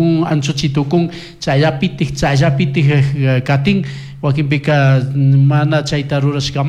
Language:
Chimborazo Highland Quichua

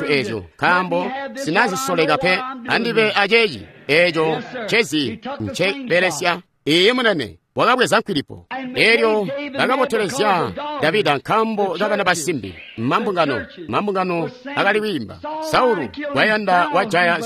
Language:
Tonga (Zambia)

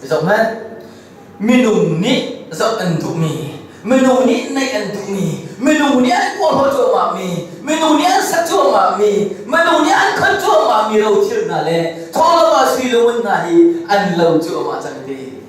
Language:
Hakha Chin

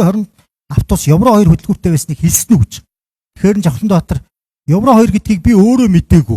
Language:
Mongolian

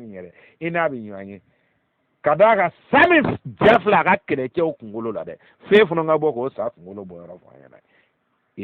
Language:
Bambara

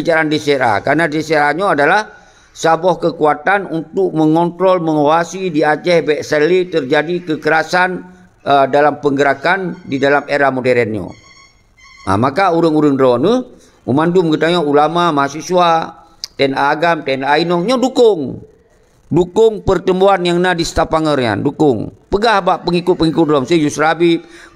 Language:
Achinese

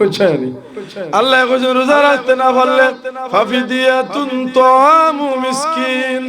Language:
Sylheti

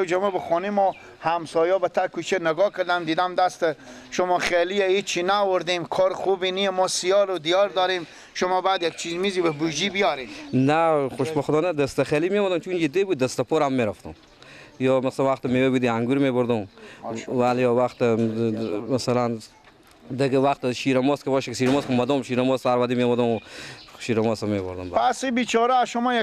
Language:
Persian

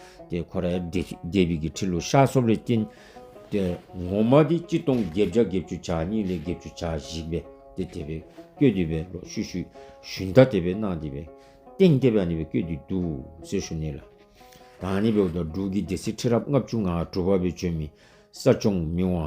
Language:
Dzongkha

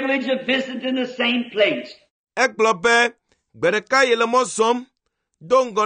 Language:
Ewe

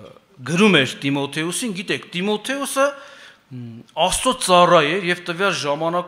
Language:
Armenian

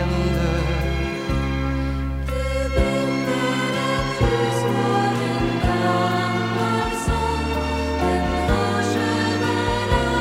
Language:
Swedish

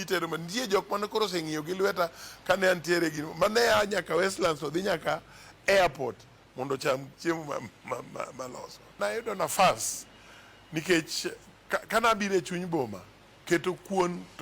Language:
Luo (Kenya and Tanzania)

